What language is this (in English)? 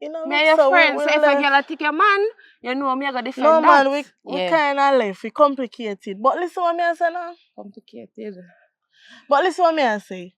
Jamaican Creole English